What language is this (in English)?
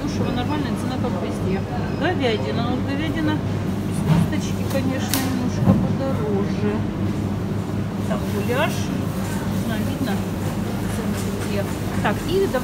Russian